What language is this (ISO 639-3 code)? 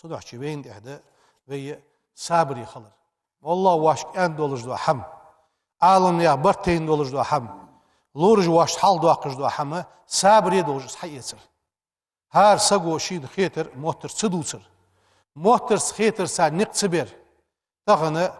inh